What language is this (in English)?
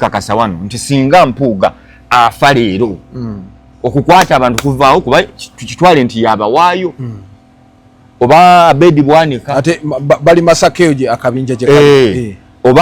Ganda